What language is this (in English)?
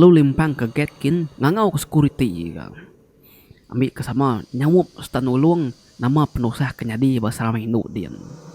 Iban